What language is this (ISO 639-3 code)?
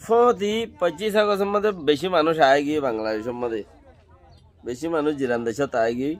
rhg